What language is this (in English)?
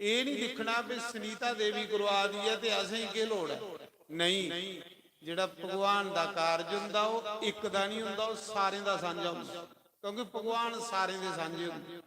Dogri